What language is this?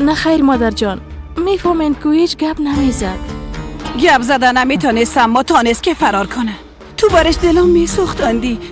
Persian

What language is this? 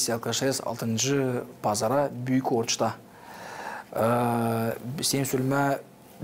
Gagauz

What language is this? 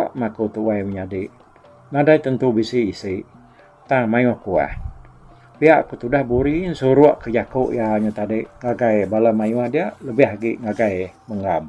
Iban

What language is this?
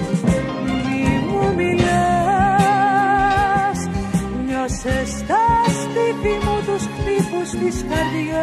Greek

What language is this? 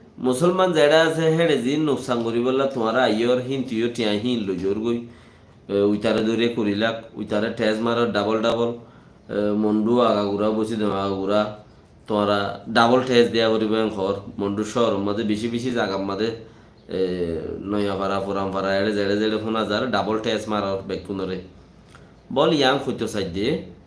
Rohingya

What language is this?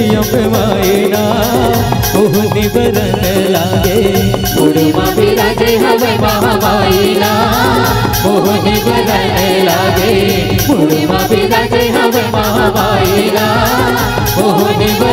Chhattisgarhi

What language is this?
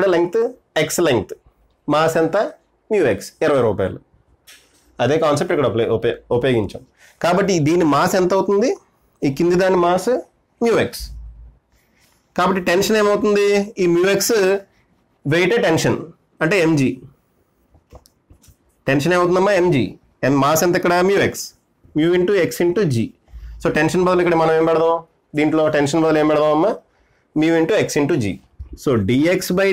Telugu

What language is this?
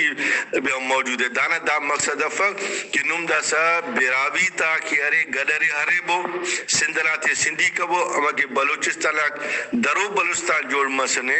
Brahui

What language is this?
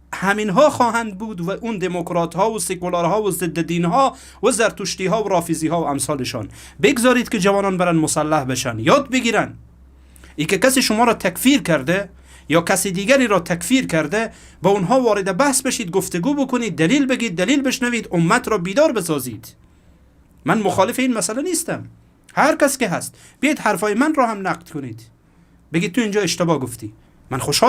Persian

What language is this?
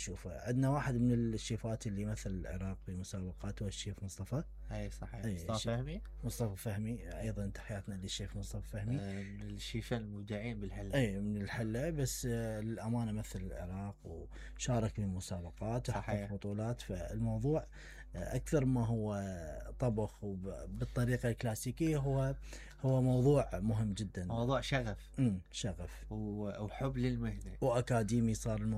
Mesopotamian Arabic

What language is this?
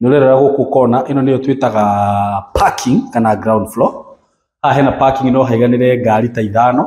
Kikuyu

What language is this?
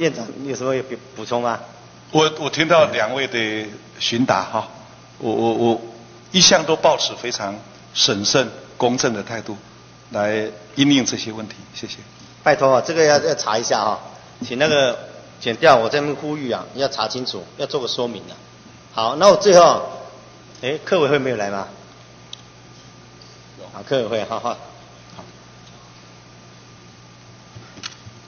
Chinese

